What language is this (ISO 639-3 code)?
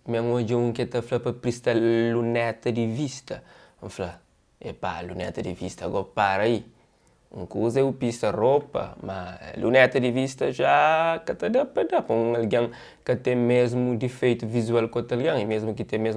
kea